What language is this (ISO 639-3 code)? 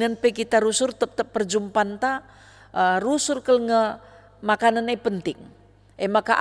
btx